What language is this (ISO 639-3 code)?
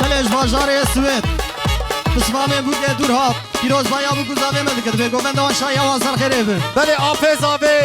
kur